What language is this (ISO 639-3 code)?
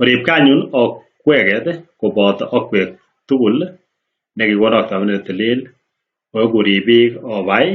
kln